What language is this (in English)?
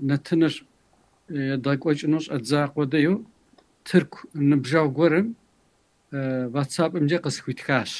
Kabardian